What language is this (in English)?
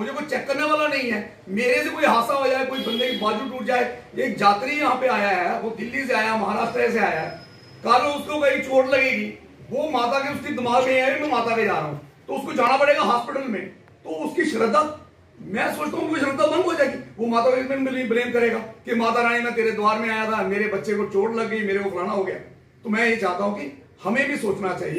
Hindi